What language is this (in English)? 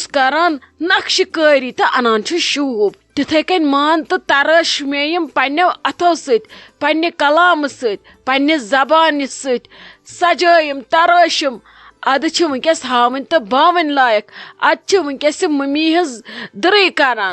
Kashmiri